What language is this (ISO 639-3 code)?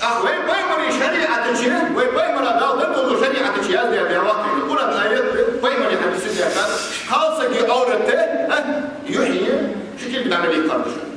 inh